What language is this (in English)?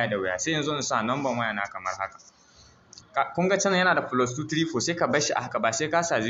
Hausa